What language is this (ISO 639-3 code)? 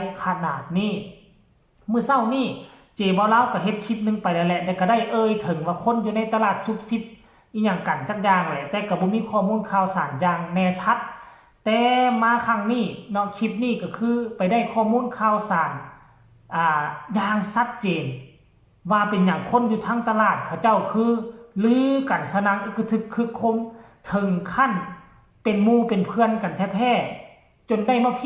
lao